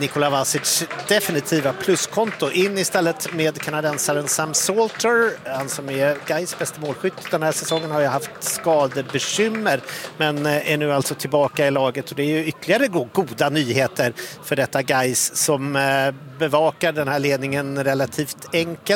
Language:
Swedish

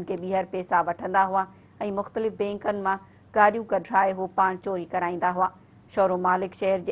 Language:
Sindhi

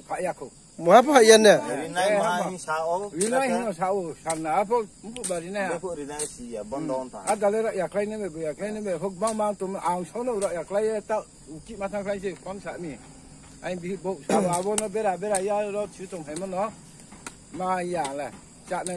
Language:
Riang (India)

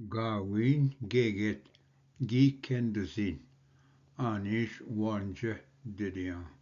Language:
Ojibwa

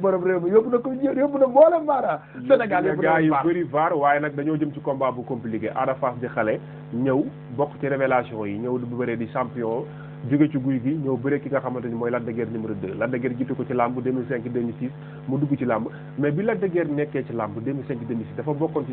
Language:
Wolof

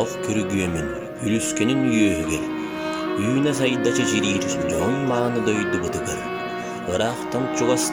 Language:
Yakut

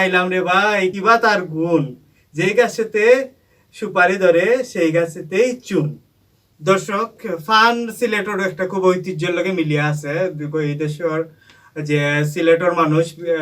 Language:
Sylheti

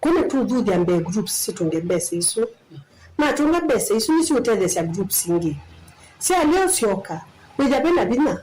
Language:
Kamba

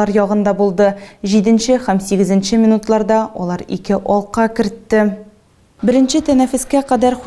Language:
Tatar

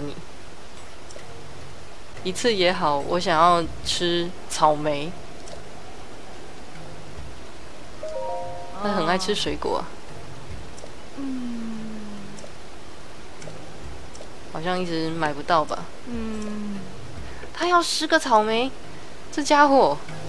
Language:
Chinese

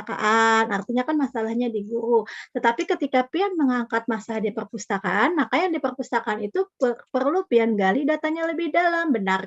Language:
Banjar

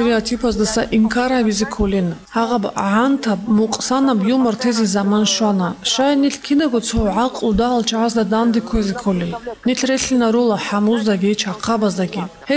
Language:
Avaric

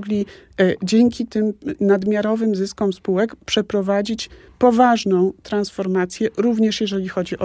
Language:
Polish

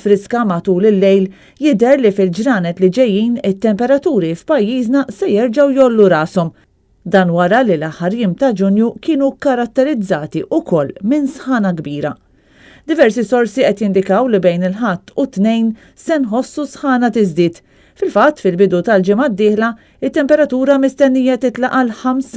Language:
Maltese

